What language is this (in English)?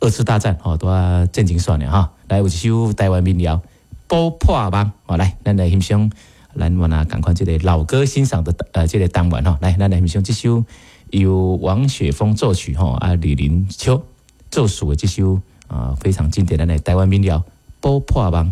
Min Nan Chinese